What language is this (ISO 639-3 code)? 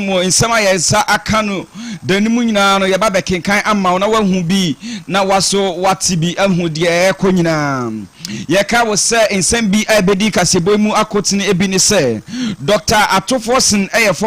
aka